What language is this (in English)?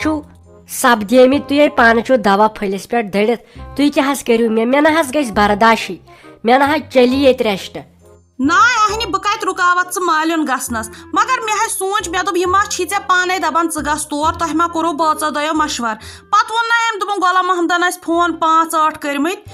Kashmiri